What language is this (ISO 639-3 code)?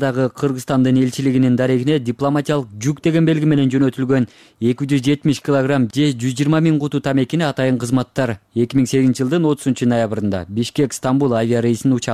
kir